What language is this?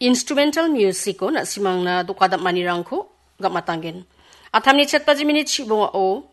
Garo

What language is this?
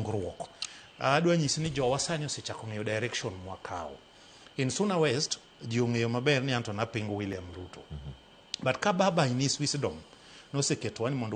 Luo (Kenya and Tanzania)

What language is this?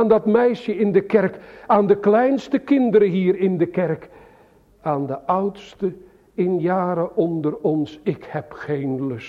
Dutch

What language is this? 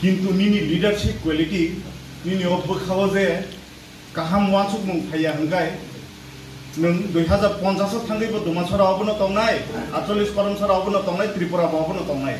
Kok Borok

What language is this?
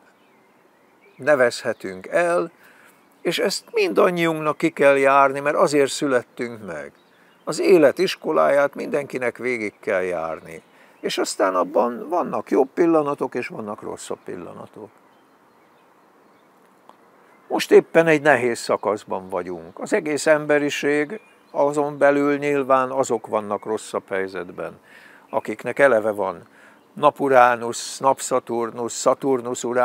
Hungarian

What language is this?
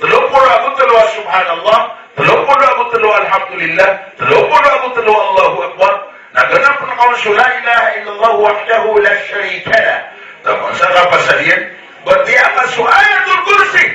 Maranao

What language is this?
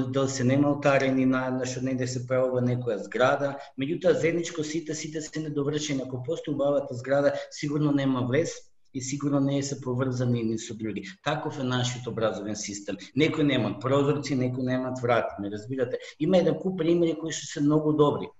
Macedonian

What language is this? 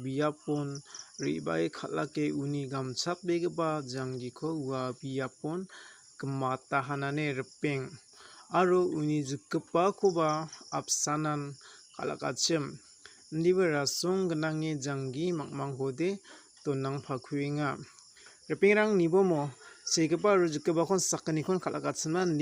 Garo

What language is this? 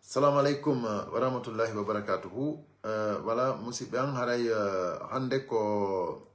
Fula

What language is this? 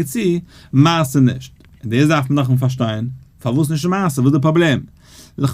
Yiddish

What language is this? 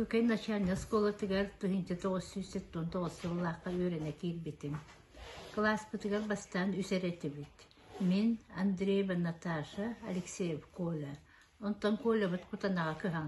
Yakut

